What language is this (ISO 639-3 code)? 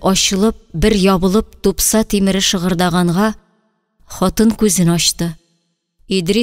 tat